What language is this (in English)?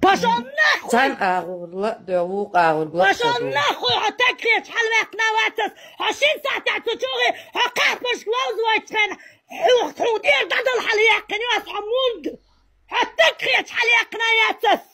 Chechen